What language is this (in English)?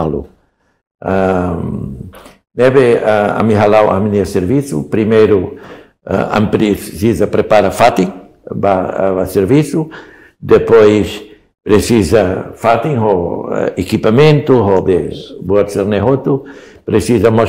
Tetum